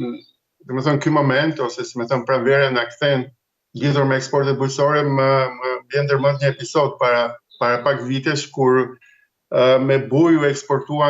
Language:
Albanian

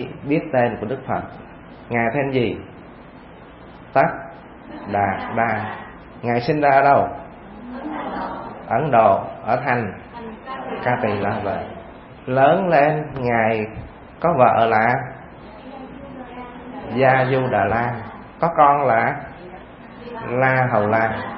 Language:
Vietnamese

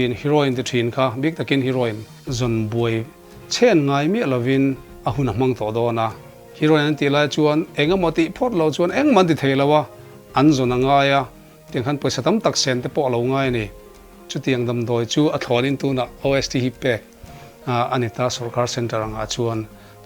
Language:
Mizo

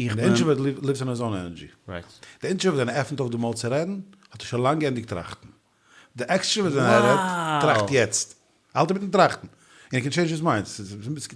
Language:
Yiddish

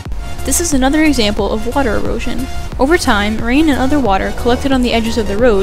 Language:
English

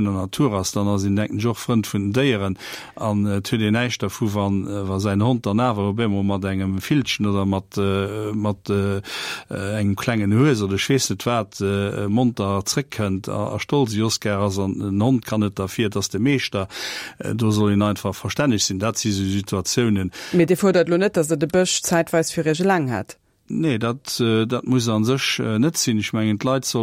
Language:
Luxembourgish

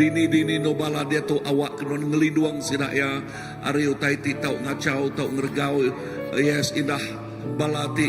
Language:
Iban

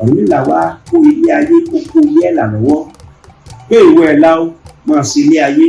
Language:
Yoruba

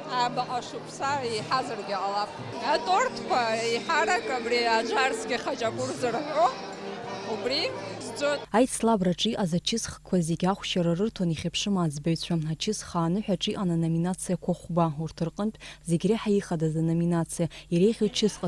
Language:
Abkhazian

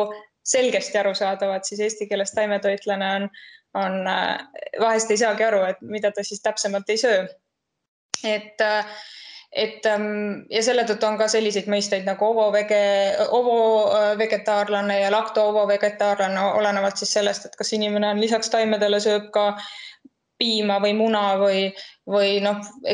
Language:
Estonian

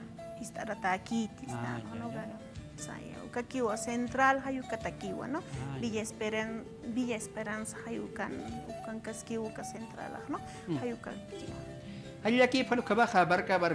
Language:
Aymara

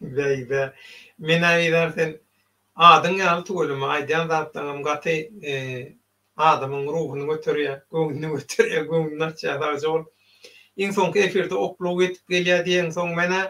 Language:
Turkmen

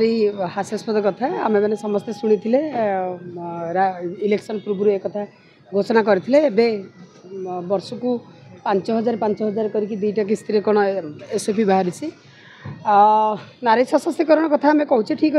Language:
Odia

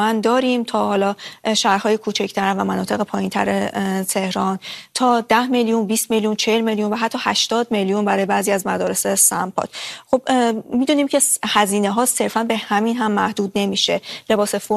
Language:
Persian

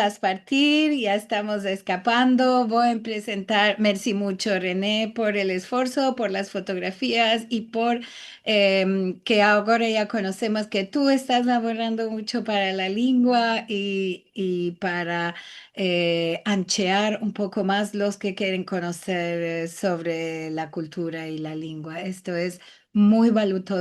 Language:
Ladino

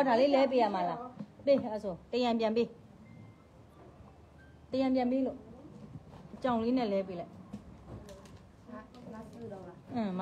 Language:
Burmese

